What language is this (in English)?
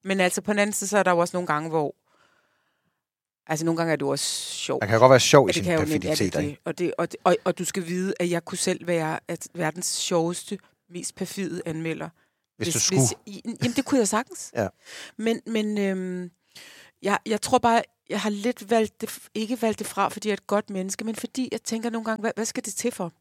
Danish